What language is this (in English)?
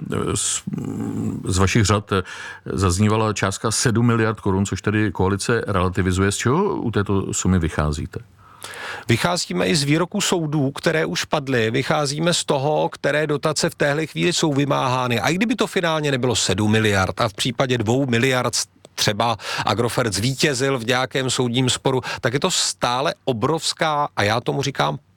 Czech